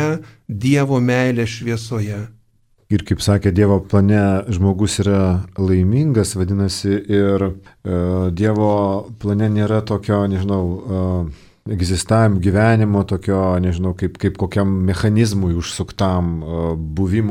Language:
Lithuanian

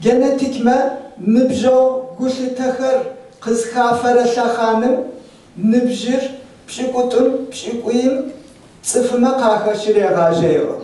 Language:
Adyghe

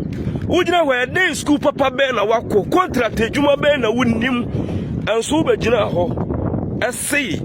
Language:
Akan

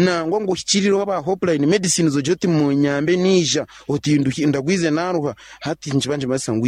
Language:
Nyankole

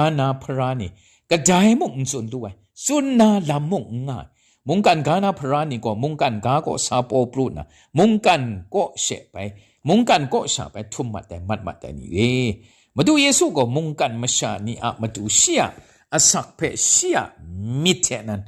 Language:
Kachin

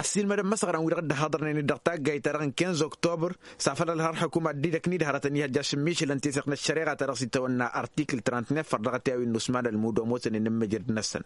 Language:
Tamasheq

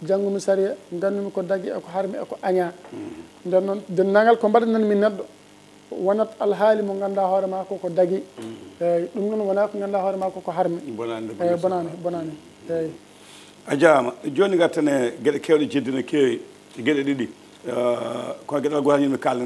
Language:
Fula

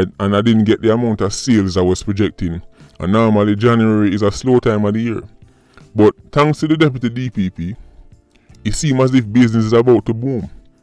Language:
Jamaican Creole English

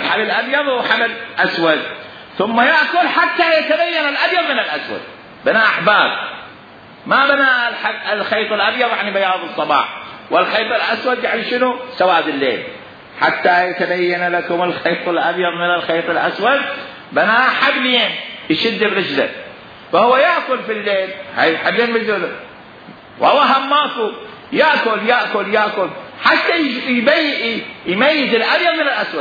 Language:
Mesopotamian Arabic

